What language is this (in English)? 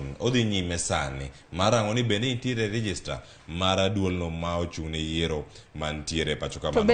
Luo (Kenya and Tanzania)